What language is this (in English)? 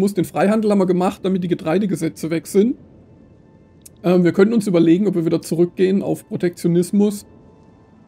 German